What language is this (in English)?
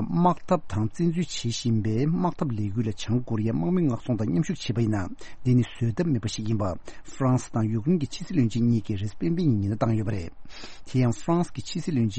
Tibetan